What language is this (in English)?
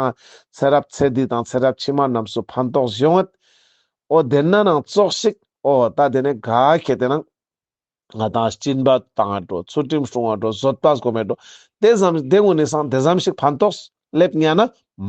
Ladakhi